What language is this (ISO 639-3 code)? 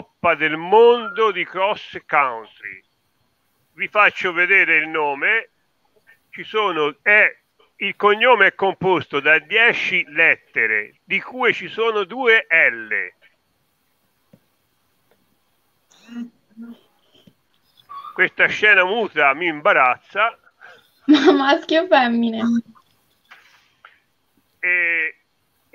ita